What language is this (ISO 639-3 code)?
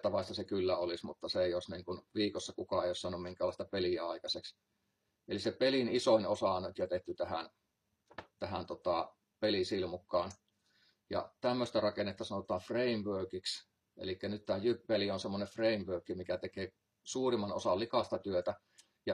fin